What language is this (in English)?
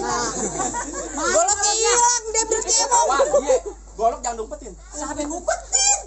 Betawi